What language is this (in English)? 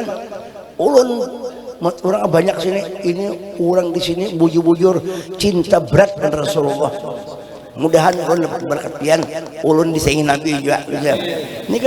Banjar